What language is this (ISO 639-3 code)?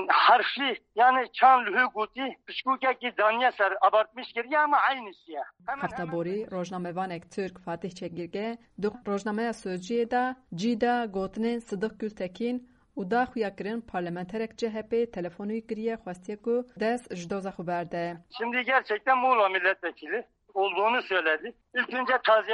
kur